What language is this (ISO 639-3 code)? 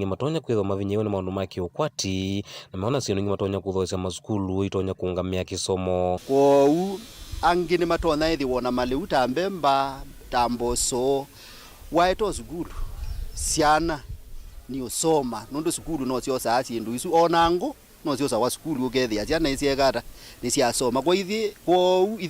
kam